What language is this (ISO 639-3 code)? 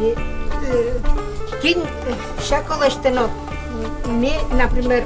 udm